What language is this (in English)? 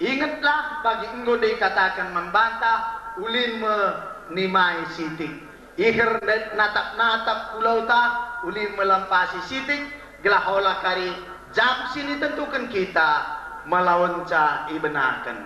Batak Karo